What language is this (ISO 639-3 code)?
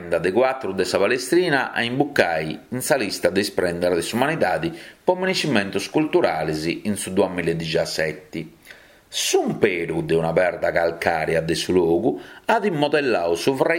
srd